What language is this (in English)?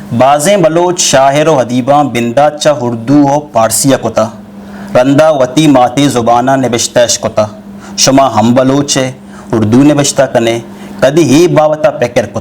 Eastern Balochi